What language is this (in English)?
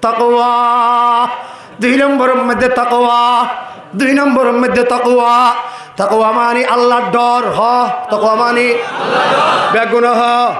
Rohingya